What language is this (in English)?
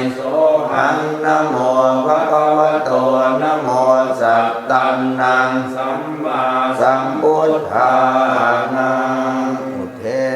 Pali